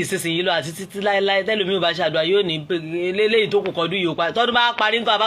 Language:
Yoruba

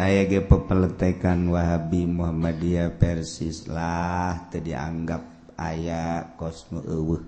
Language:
Sundanese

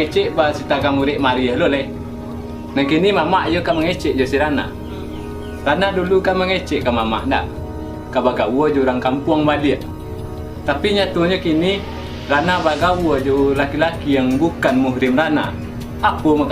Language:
Minangkabau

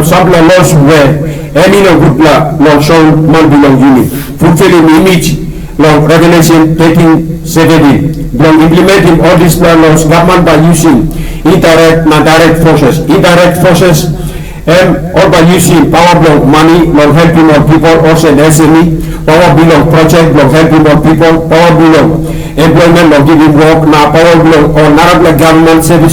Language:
Tok Pisin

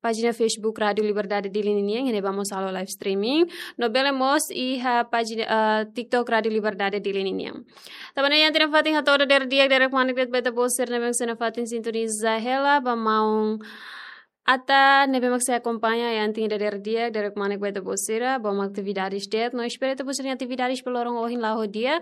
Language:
Tetum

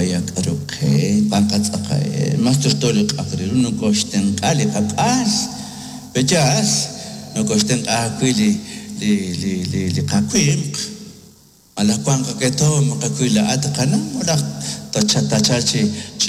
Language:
Kekchí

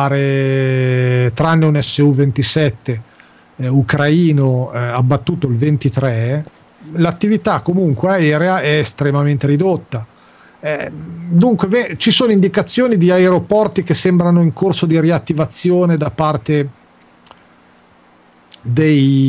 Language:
Italian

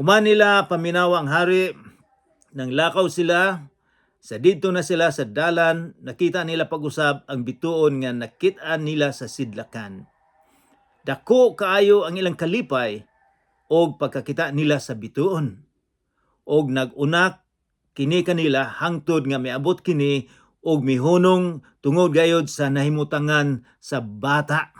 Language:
Cebuano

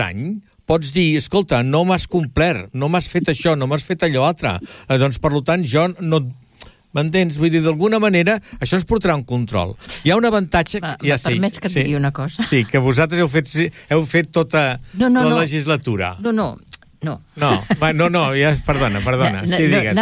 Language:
Catalan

